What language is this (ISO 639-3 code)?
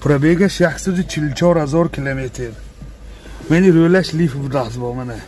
tgk